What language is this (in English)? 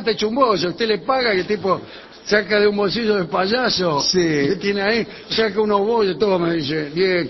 Spanish